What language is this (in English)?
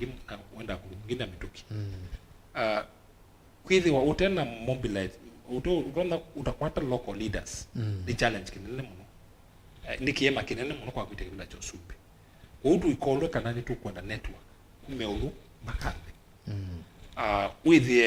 Kamba